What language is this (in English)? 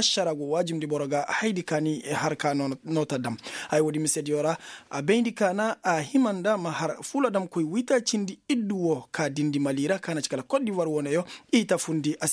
Koyraboro Senni